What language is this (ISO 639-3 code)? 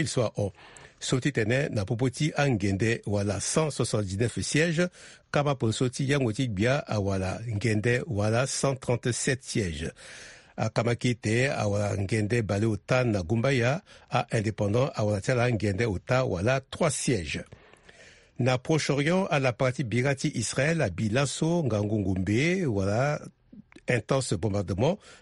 sag